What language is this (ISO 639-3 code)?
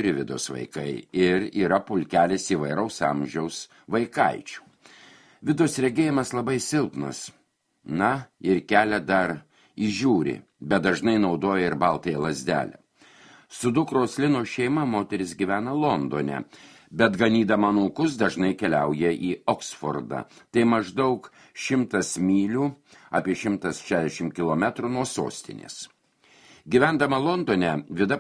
lit